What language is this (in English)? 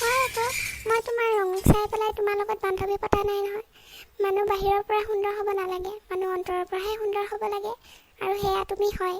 Assamese